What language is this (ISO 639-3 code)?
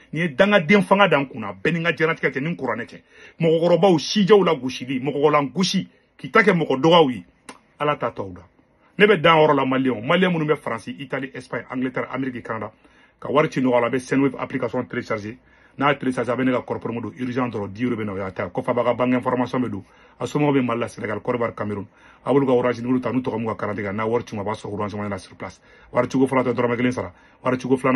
bam